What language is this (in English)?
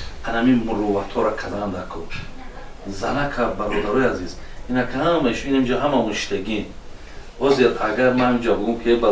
Tajik